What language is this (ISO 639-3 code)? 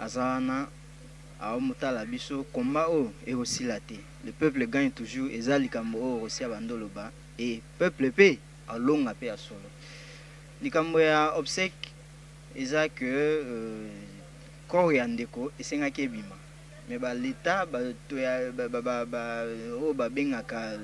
lin